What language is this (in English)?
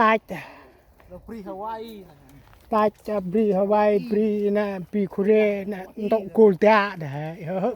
Central Mnong